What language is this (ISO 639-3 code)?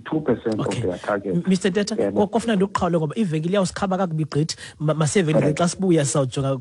xho